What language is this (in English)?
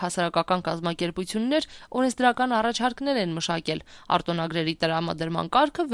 Armenian